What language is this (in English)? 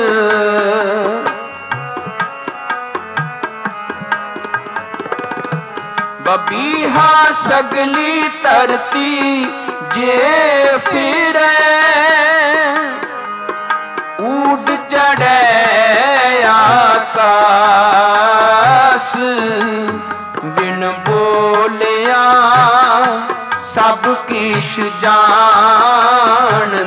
Punjabi